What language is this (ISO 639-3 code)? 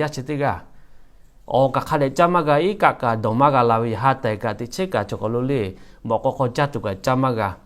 lhu